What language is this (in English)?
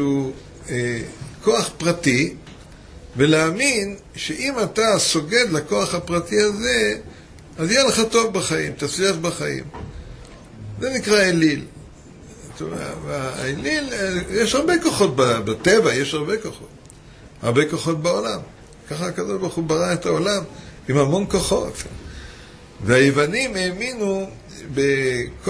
Hebrew